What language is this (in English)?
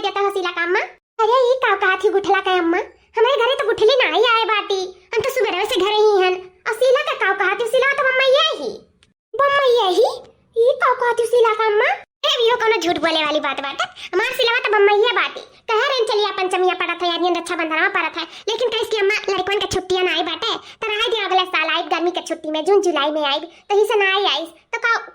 Awadhi